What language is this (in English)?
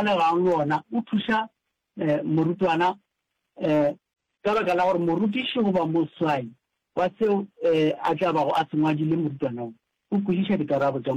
Northern Sotho